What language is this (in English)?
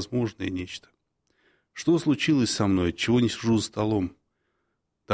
Russian